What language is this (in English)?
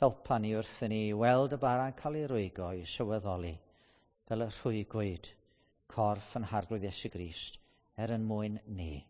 Welsh